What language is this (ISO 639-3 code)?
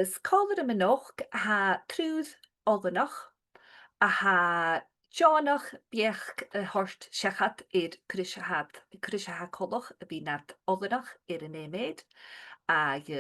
gla